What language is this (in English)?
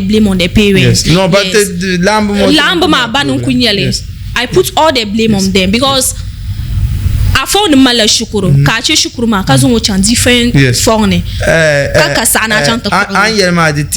Dagbani